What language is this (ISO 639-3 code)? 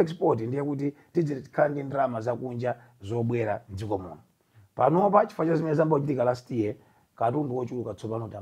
nya